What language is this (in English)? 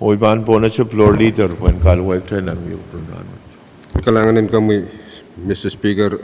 Pohnpeian